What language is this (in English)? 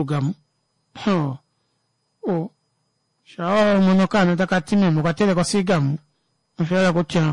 Kuanyama